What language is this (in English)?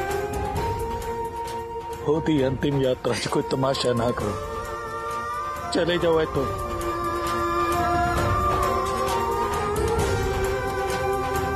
Punjabi